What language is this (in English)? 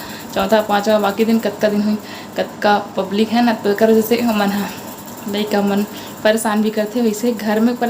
Chhattisgarhi